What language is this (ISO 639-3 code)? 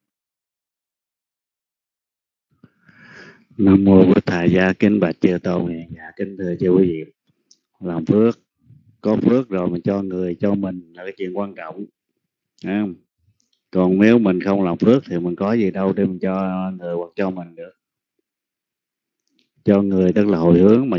vie